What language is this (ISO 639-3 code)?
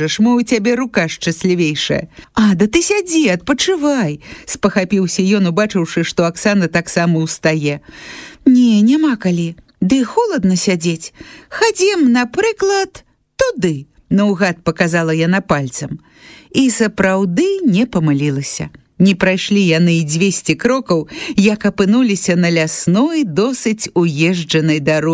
bel